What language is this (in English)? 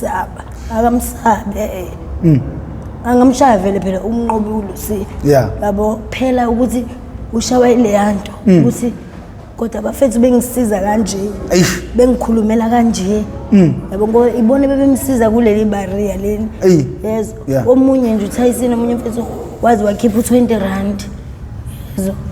Zulu